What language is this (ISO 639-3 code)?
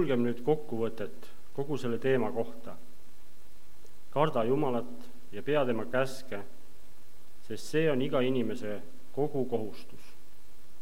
est